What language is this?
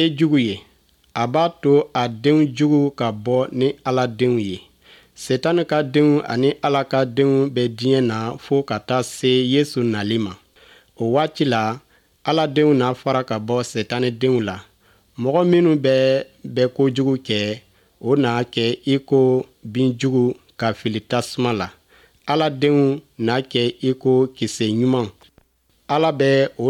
Bambara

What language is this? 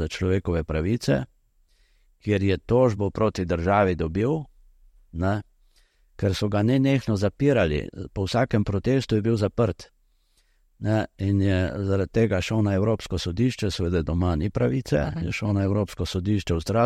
Slovenian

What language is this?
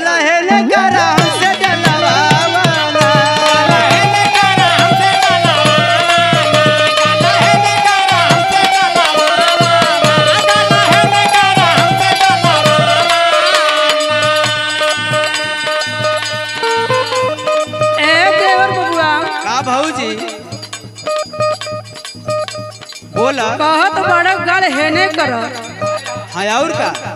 Bhojpuri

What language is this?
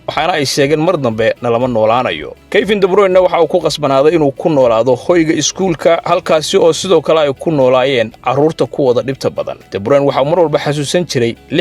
Somali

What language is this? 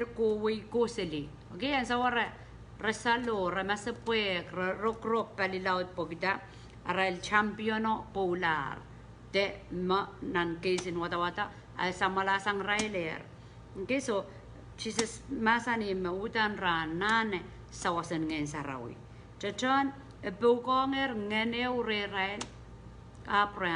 Pohnpeian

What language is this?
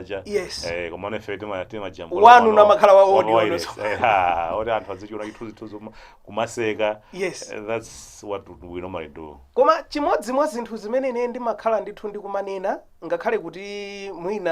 Nyanja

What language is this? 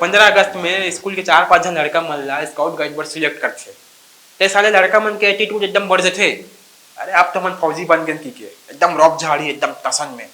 Chhattisgarhi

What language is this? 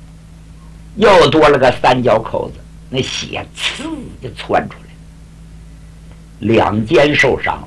Chinese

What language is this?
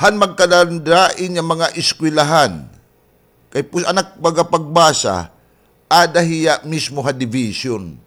Waray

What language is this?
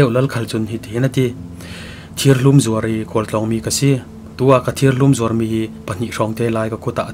Falam Chin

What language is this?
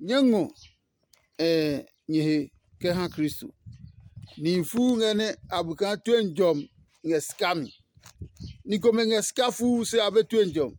Adangme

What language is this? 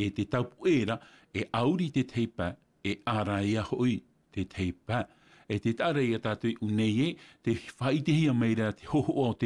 Tahitian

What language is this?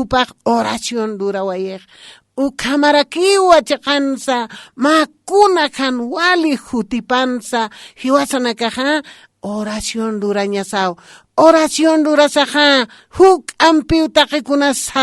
Aymara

